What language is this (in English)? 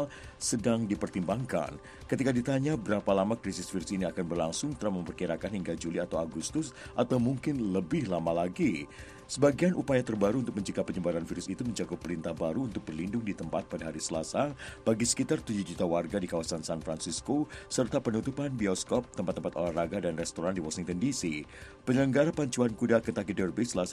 Indonesian